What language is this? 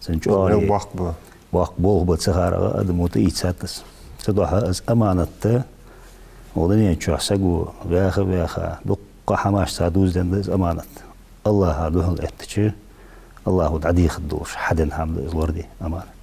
Ingush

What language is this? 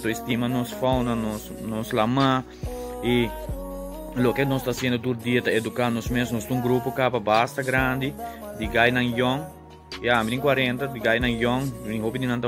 Papiamento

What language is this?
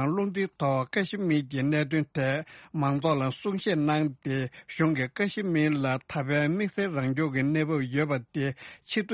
Tibetan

